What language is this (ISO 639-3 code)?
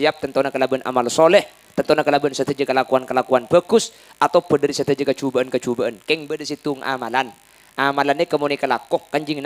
mad